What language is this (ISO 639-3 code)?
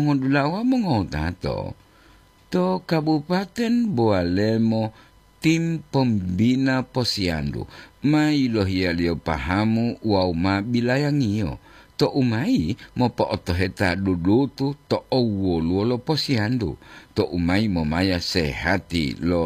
gor